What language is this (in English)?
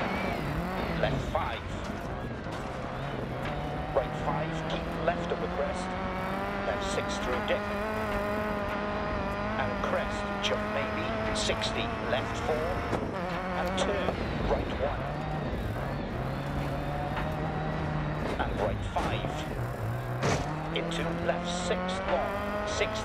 English